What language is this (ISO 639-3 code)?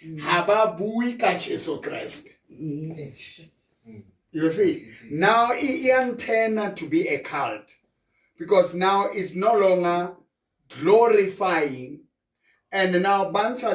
sot